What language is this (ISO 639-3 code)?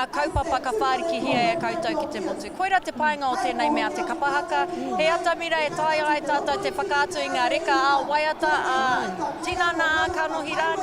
mri